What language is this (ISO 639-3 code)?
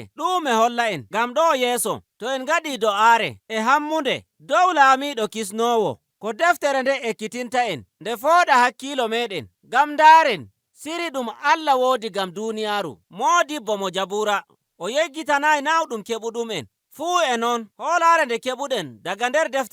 fuv